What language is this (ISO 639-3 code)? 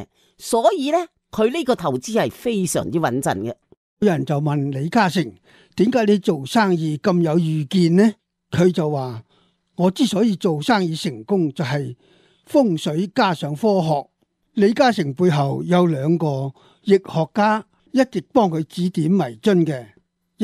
yue